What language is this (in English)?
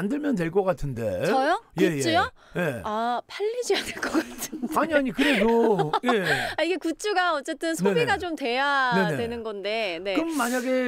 Korean